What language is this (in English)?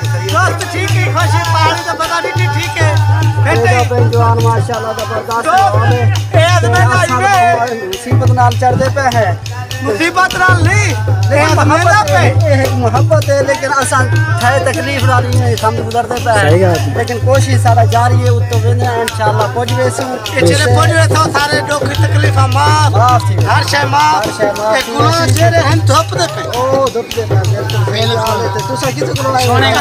Saraiki